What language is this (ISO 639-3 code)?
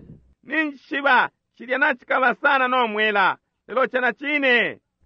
bem